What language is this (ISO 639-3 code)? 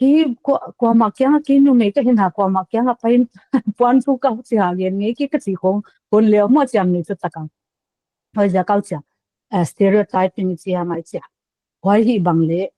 pck